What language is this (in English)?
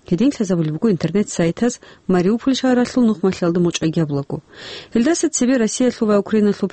Avaric